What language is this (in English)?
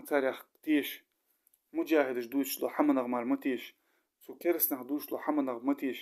Ingush